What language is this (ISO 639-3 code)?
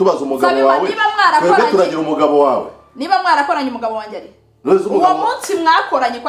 kin